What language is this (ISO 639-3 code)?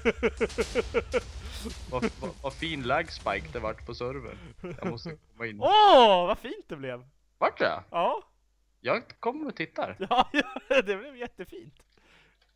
swe